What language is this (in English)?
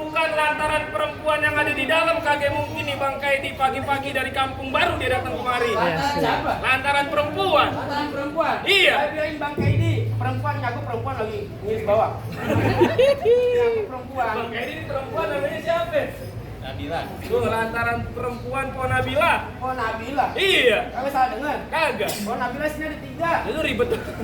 Betawi